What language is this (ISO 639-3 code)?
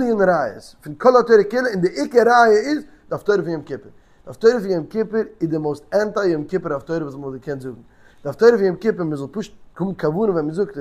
yid